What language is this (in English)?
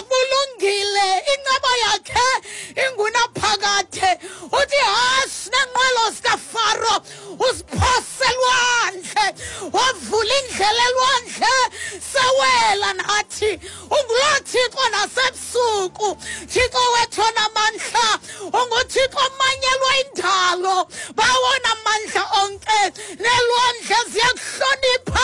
Xhosa